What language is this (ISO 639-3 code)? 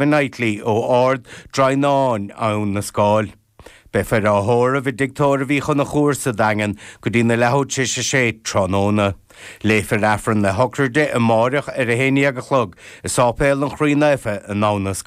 gle